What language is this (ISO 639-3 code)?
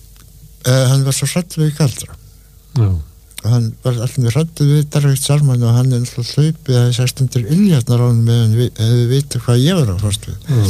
isl